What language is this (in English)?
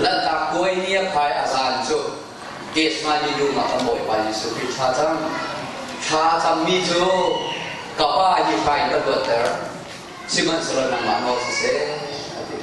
Hakha Chin